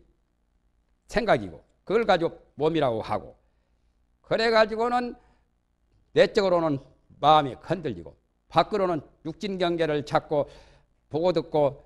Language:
Korean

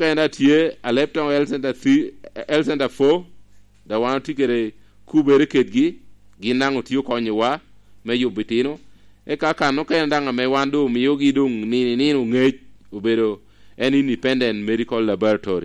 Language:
Lango (Uganda)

